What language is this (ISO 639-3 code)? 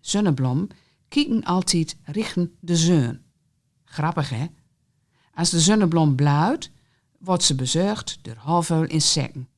gos